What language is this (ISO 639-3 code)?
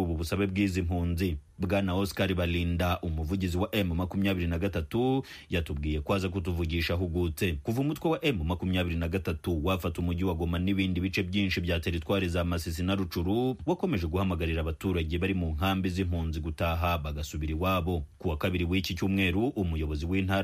kin